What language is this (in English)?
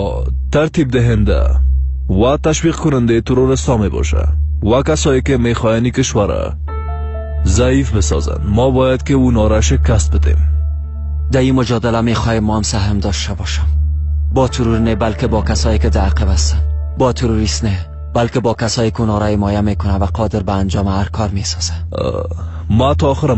Persian